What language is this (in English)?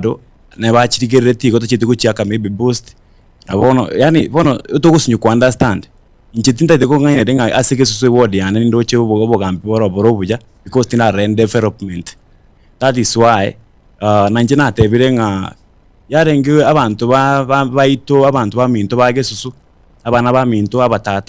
Gusii